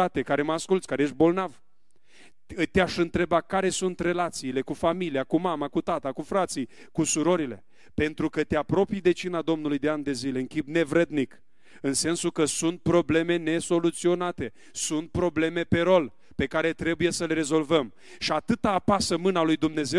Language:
Romanian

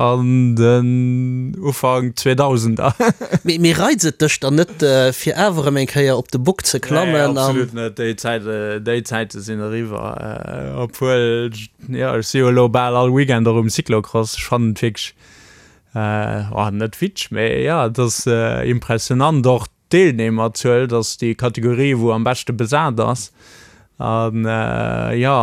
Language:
Luxembourgish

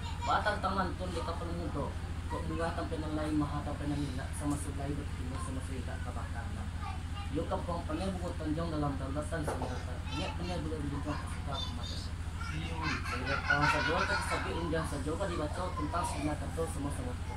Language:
Minangkabau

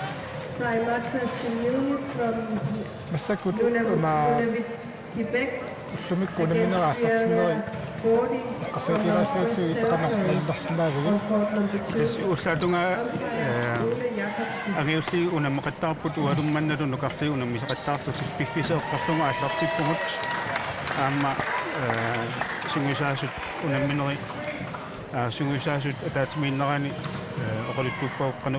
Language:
Kalaallisut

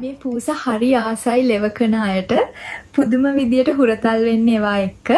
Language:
Sinhala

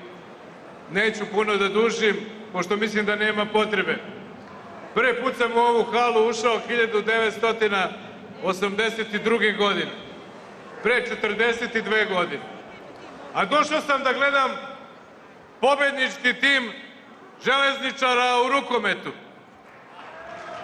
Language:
Serbian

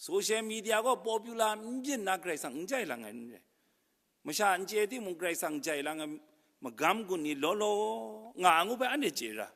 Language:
Kachin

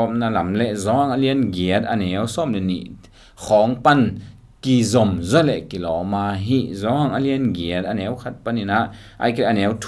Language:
Tedim Chin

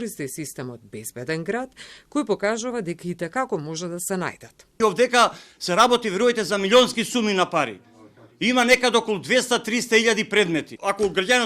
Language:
Macedonian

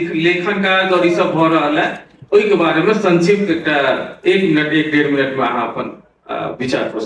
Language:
Maithili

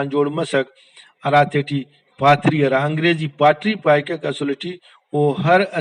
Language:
Brahui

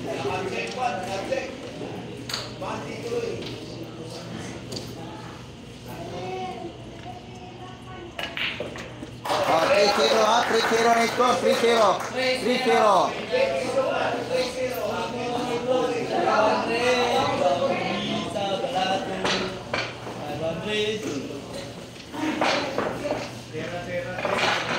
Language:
Filipino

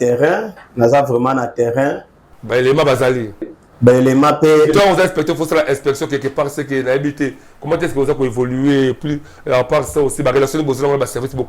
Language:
Lingala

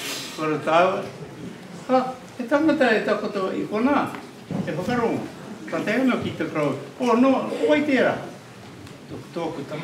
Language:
Māori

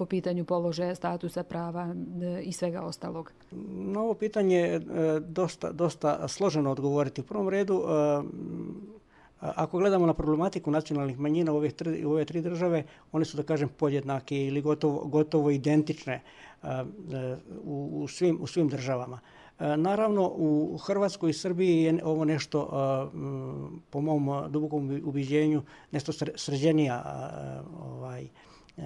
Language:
Bosnian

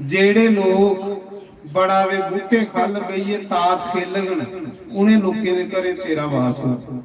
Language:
Dogri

